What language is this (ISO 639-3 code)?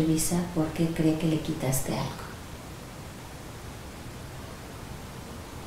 spa